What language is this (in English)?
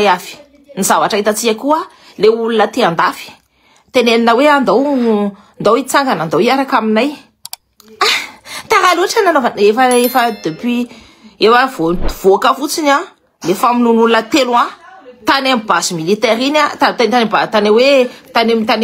Malagasy